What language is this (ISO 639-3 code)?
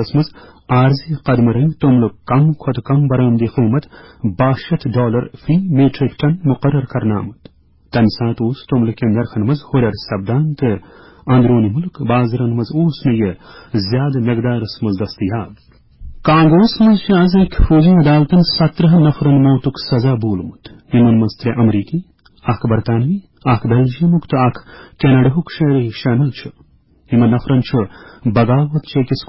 kas